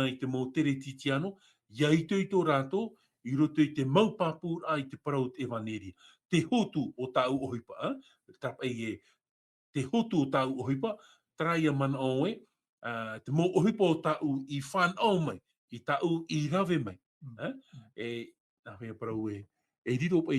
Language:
Tahitian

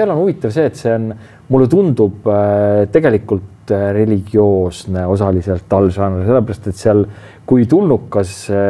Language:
Estonian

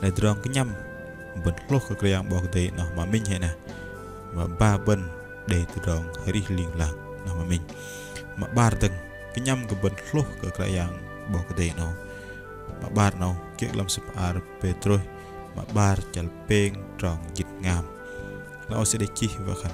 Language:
Bahnar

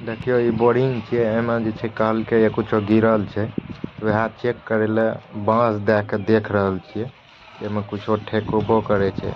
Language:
Maithili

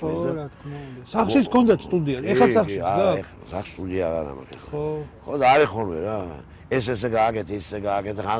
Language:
Georgian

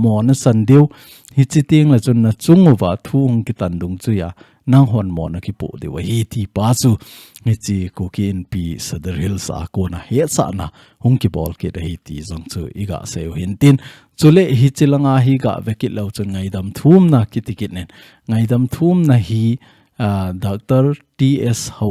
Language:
Thado Chin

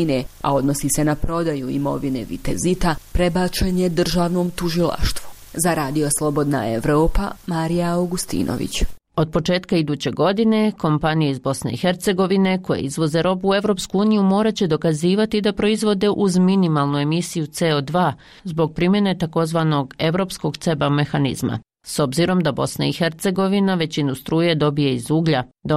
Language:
Bosnian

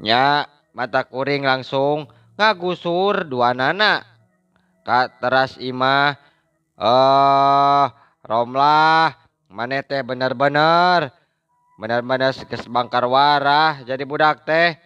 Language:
Sundanese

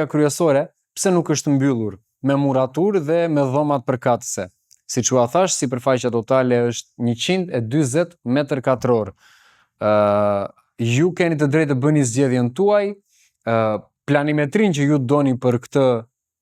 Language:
Albanian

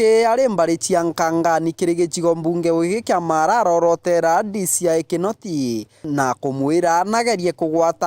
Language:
Meru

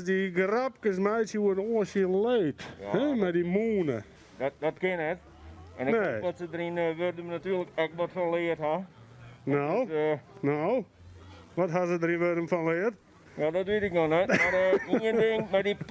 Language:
Western Frisian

